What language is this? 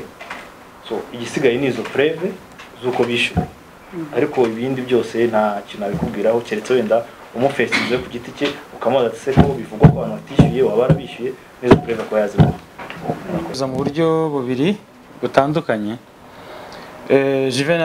Kinyarwanda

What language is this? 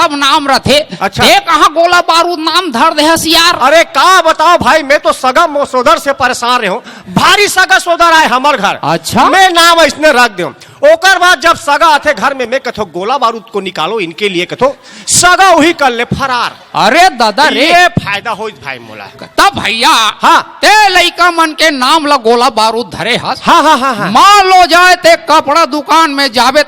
Chhattisgarhi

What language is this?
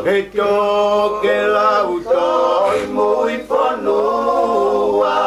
Tongan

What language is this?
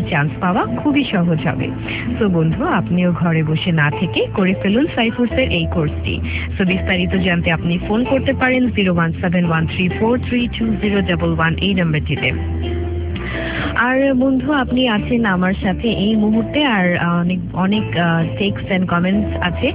Bangla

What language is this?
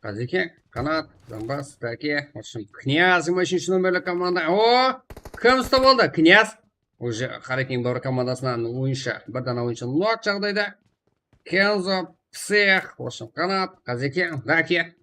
Kara-Kalpak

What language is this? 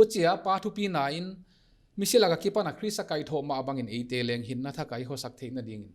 Paite Chin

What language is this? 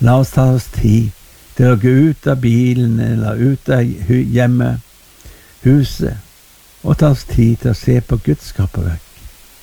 Norwegian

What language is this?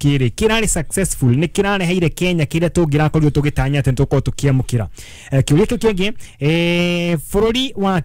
Kikuyu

